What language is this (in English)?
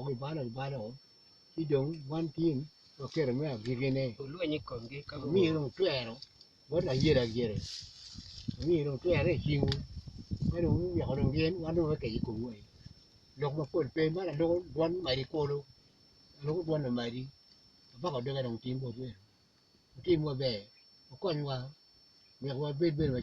Acoli